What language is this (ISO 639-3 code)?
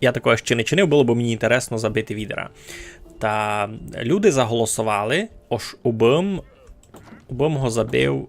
rue